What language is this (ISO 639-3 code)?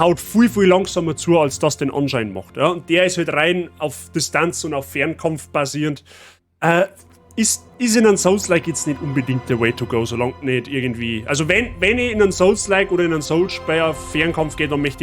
bar